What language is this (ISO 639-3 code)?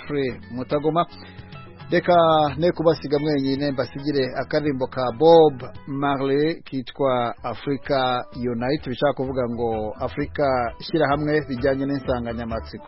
kin